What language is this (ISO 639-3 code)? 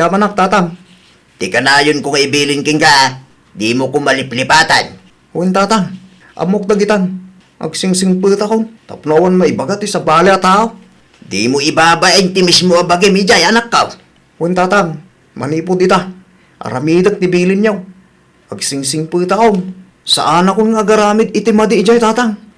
ilo